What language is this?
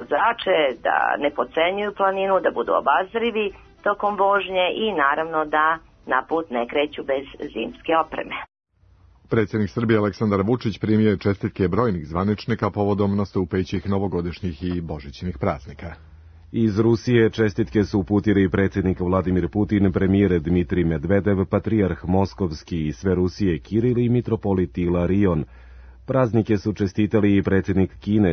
Serbian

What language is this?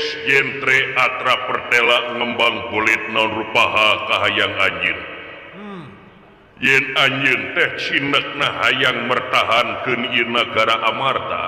Sundanese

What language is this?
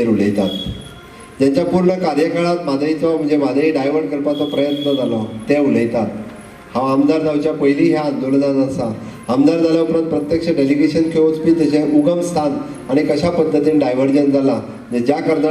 Konkani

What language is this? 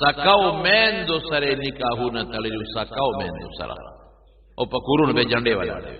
Pashto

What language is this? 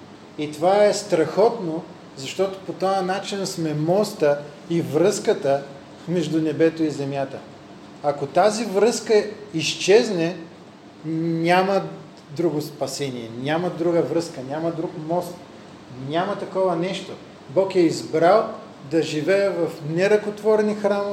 Bulgarian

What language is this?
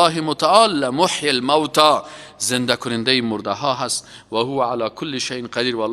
Persian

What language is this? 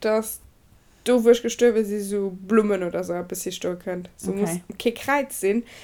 Luxembourgish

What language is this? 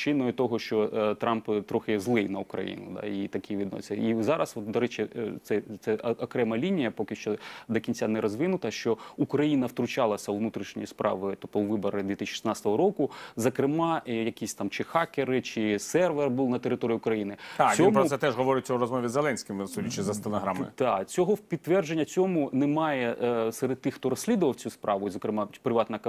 Ukrainian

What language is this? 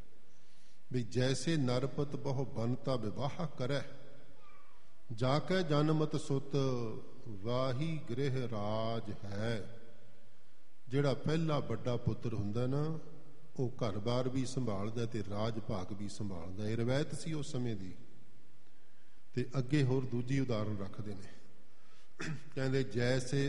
Punjabi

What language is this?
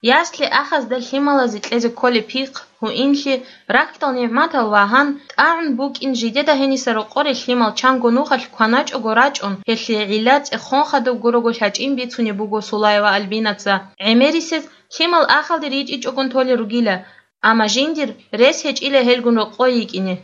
Avaric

